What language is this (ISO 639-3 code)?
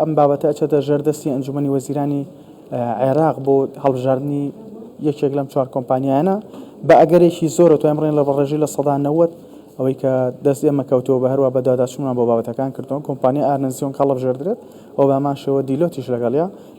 ckb